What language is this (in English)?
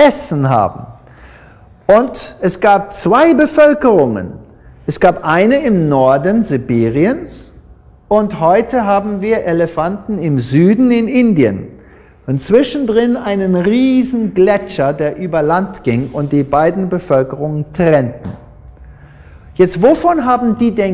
German